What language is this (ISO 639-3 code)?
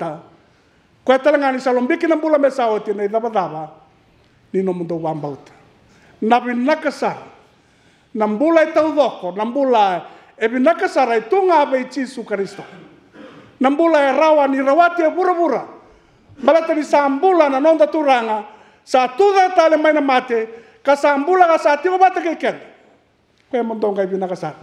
fij